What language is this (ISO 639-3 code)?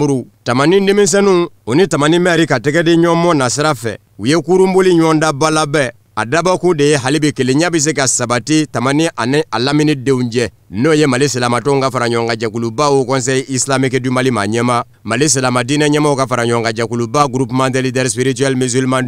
bam